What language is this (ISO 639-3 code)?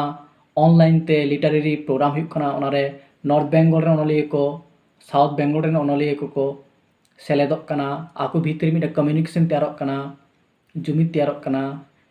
sat